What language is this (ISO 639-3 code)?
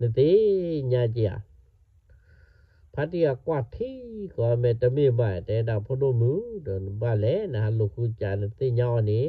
ksw